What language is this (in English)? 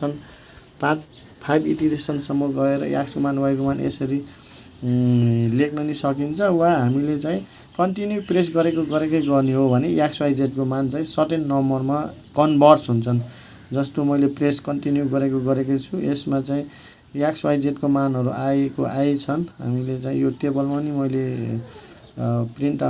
Nepali